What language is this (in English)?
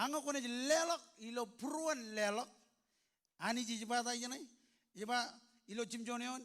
Marshallese